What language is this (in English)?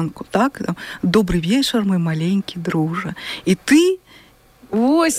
Belarusian